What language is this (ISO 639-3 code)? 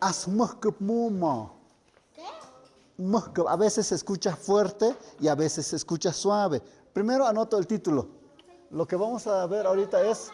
mxp